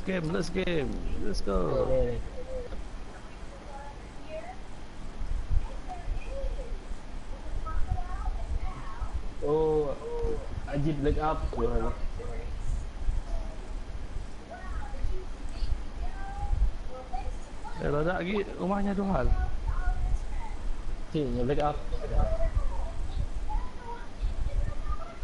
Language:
Malay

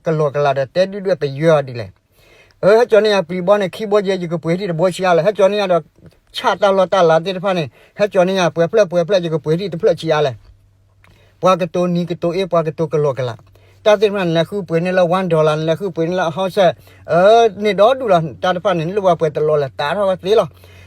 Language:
S'gaw Karen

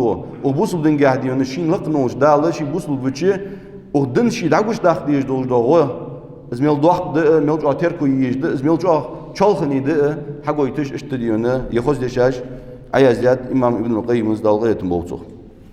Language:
Ingush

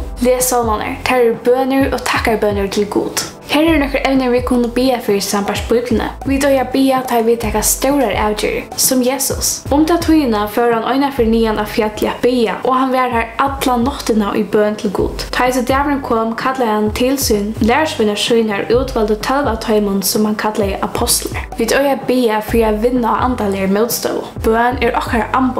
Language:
Faroese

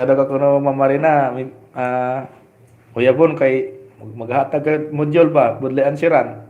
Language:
Hiligaynon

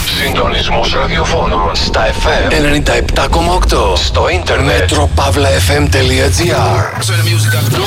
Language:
Greek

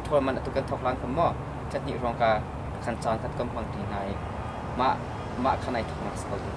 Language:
Hakha Chin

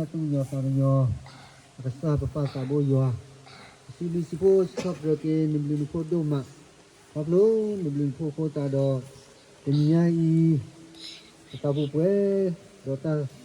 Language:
S'gaw Karen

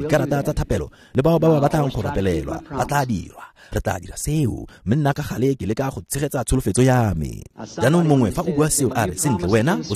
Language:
Tswana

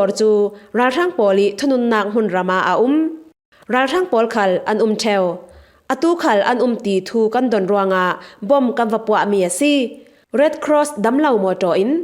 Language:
Falam Chin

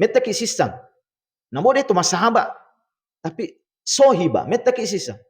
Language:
Buginese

